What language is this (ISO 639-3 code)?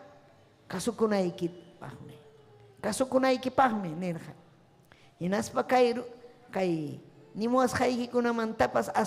quy